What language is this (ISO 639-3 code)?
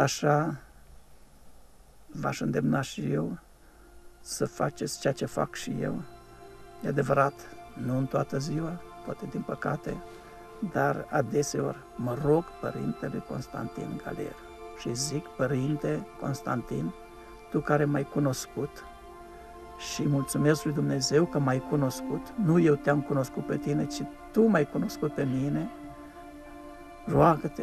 ron